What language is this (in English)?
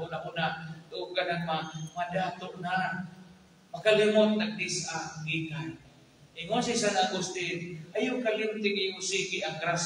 Cebuano